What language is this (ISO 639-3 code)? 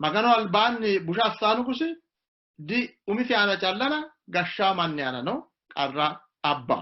sid